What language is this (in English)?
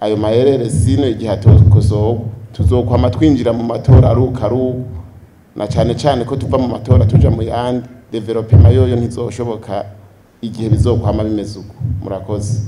Rundi